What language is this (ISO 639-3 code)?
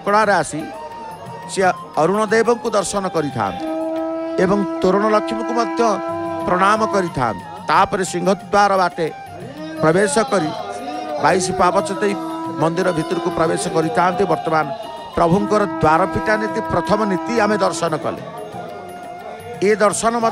ori